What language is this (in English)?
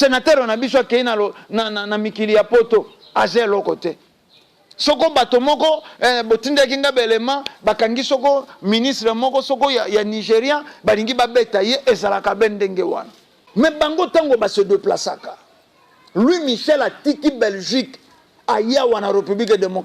Lingala